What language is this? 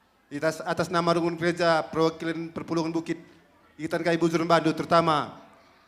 Batak Karo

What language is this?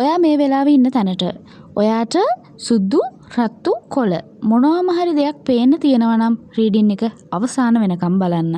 Sinhala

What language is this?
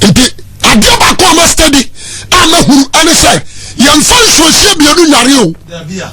Akan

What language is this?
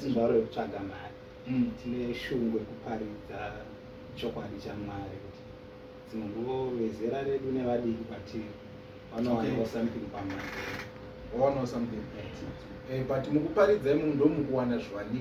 Shona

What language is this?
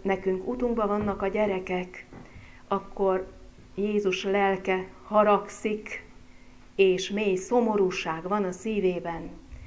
Hungarian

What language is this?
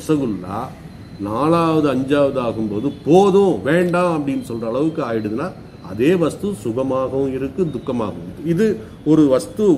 Tamil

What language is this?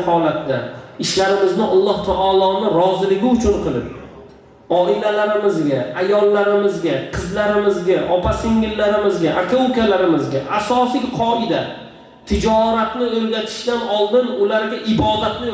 Uzbek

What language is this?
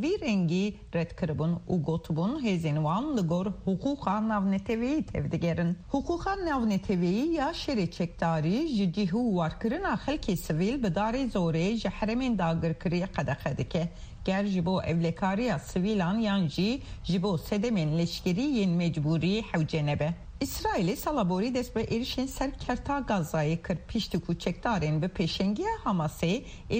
Kurdish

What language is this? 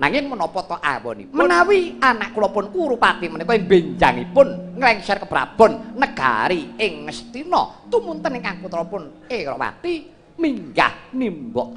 Javanese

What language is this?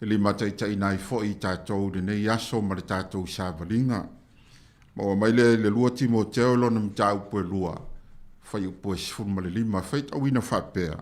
Samoan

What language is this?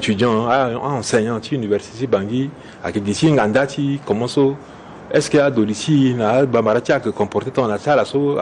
Sango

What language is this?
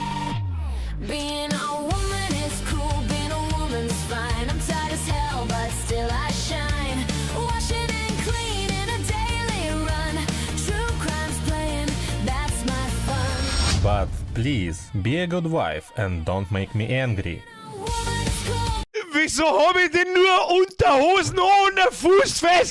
Bavarian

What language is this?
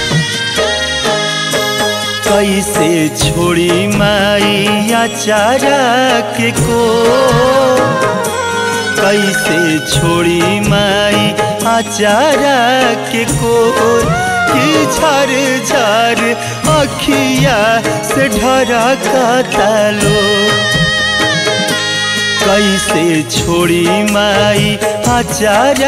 Bhojpuri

